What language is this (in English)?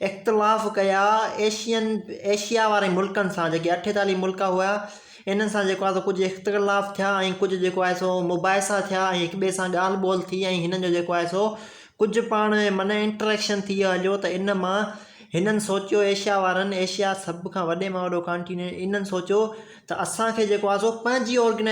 Sindhi